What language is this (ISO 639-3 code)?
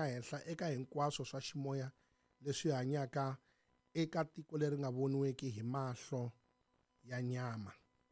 tso